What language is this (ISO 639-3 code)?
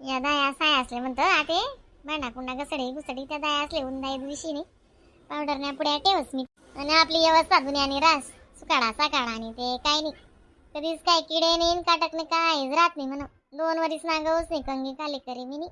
khn